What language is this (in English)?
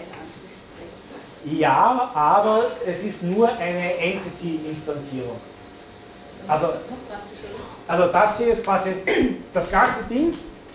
German